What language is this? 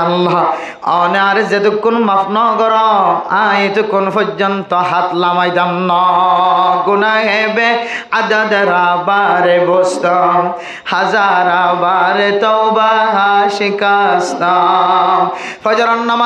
Rohingya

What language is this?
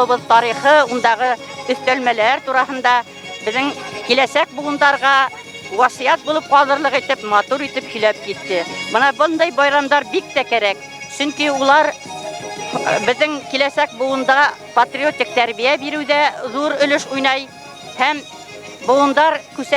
Bashkir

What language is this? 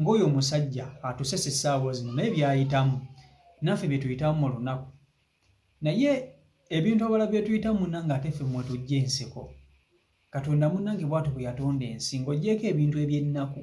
Ganda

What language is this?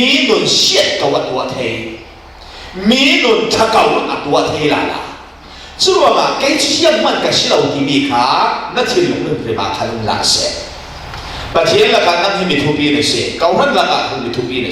Falam Chin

